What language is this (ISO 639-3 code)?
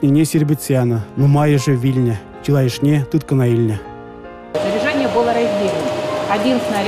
chv